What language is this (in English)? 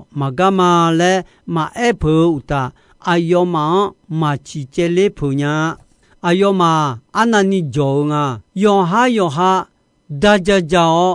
Akha